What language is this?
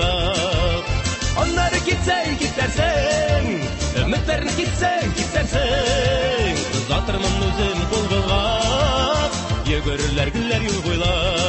Tatar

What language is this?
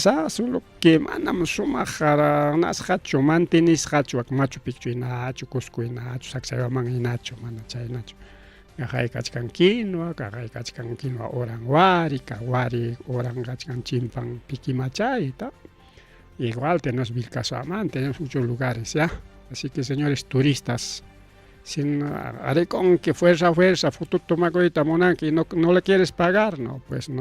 Ayacucho Quechua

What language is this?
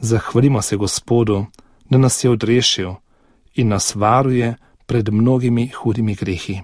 Slovenian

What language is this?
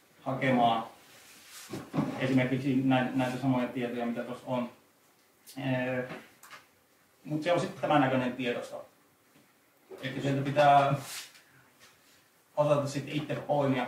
Finnish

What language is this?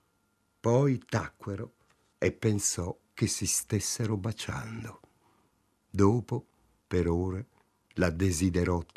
Italian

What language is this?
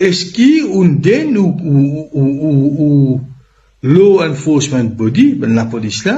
Morisyen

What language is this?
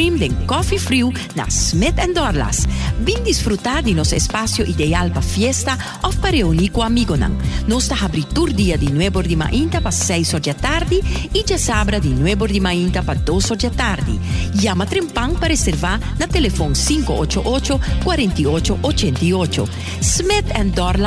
Papiamento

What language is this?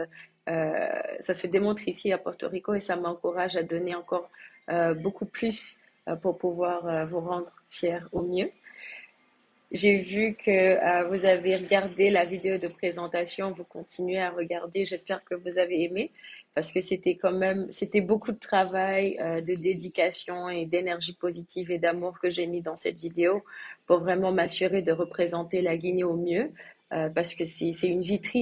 French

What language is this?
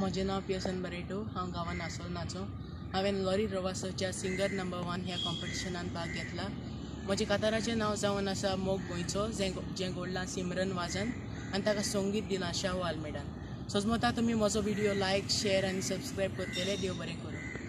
Konkani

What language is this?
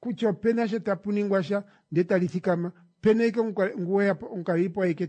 Kuanyama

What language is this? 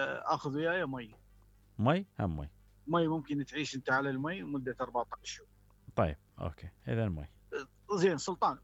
Mesopotamian Arabic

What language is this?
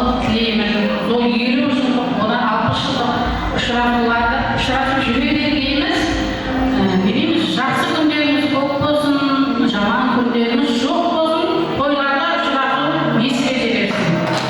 Kara-Kalpak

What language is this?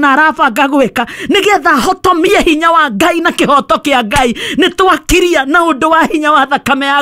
Kikuyu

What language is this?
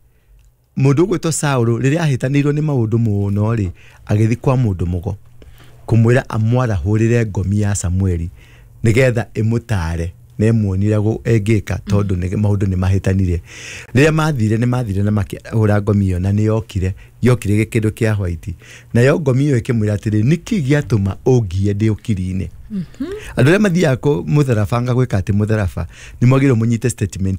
Kikuyu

